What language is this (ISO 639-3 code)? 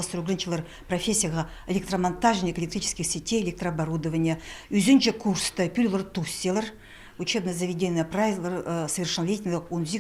kjh